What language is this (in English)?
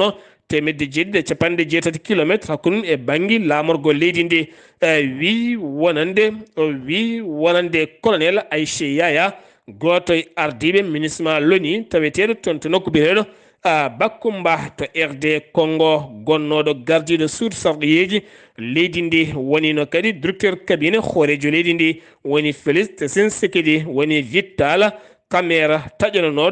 Fula